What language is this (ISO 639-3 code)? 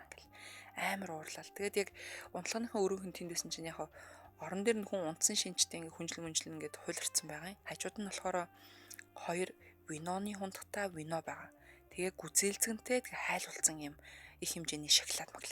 mon